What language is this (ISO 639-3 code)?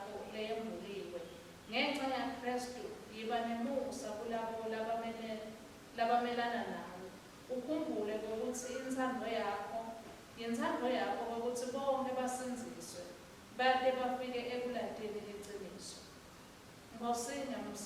ssw